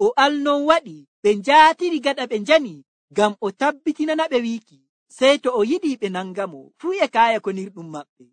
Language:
Nigerian Fulfulde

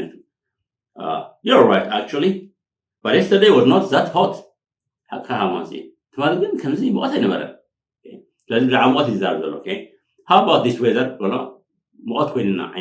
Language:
Tigrinya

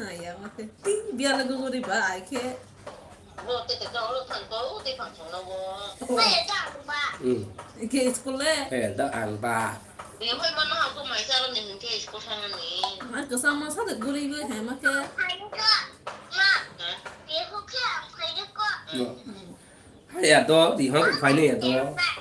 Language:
Kok Borok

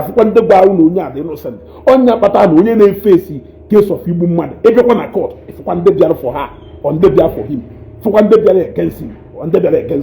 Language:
Igbo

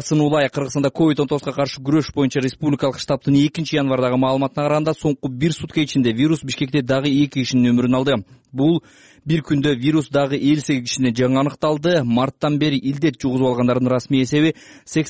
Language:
Kyrgyz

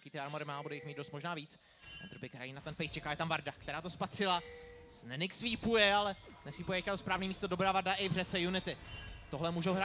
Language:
Czech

